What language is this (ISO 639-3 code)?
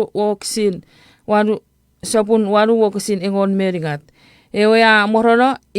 chk